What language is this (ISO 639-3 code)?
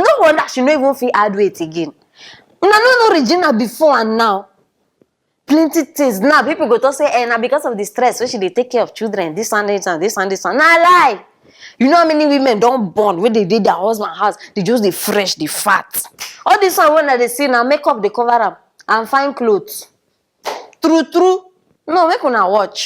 pcm